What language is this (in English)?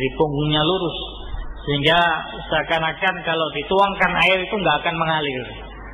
Indonesian